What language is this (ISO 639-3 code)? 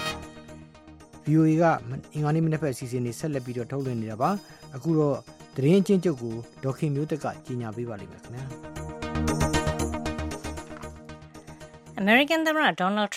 mya